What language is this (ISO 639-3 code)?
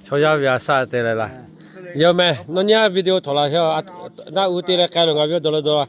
lhu